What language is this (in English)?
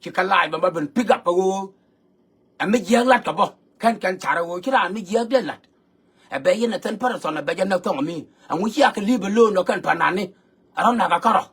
Nuer